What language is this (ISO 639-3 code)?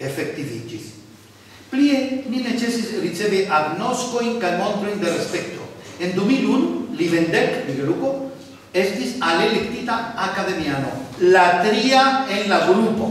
epo